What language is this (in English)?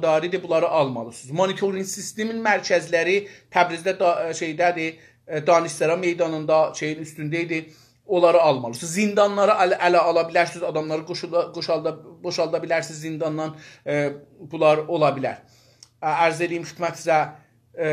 South Azerbaijani